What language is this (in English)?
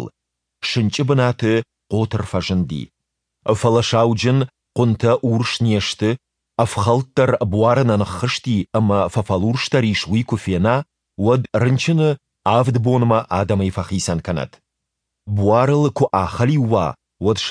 Ossetic